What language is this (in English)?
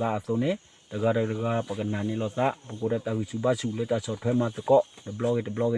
S'gaw Karen